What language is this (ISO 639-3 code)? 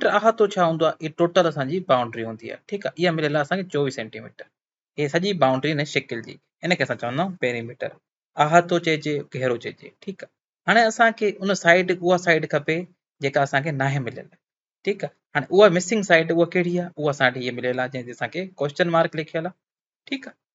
snd